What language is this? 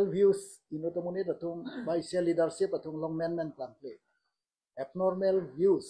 Karbi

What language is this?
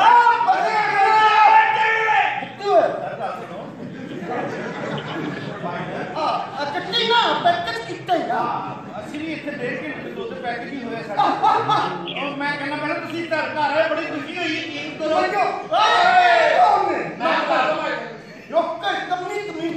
Punjabi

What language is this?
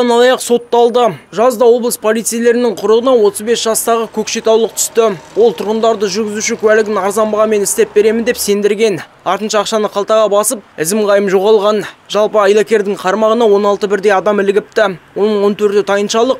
Kyrgyz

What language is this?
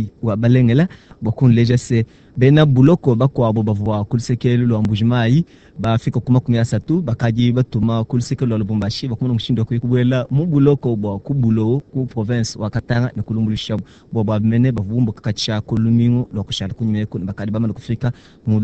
Luba-Lulua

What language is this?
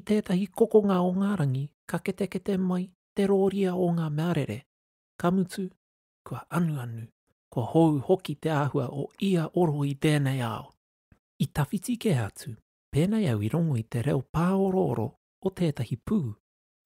Māori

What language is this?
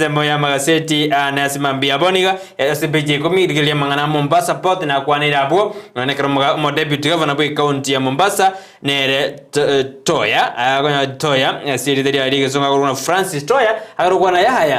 Gusii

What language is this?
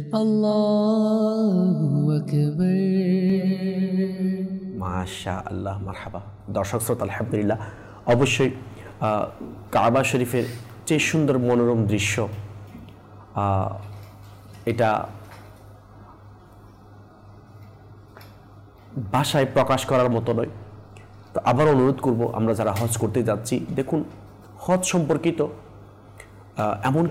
Bangla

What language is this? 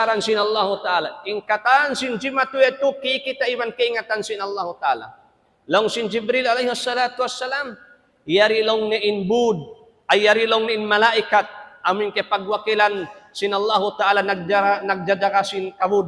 Tausug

